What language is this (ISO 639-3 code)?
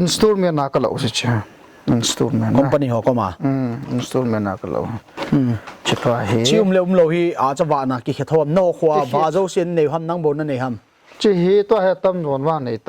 pck